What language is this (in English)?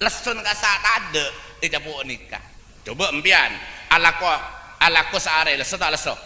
Madurese